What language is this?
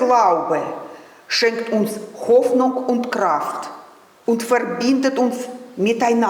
Swiss German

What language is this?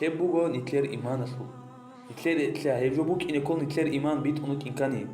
Avaric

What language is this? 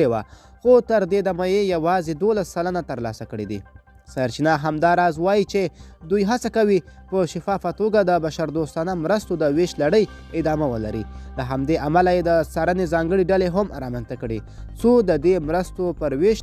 Pashto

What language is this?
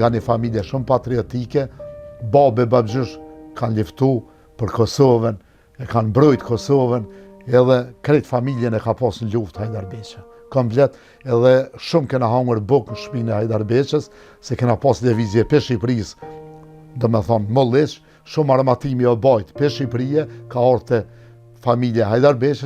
Albanian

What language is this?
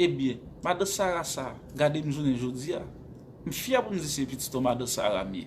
Haitian Creole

